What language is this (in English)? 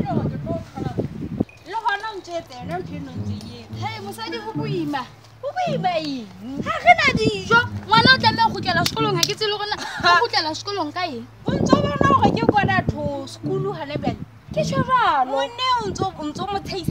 Southern Sotho